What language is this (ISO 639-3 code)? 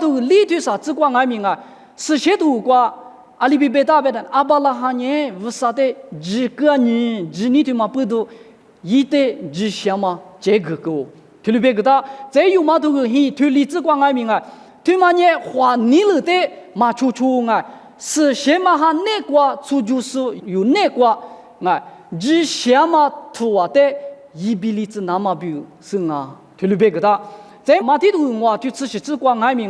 lis